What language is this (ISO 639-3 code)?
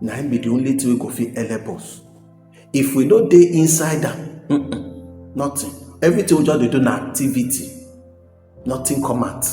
pcm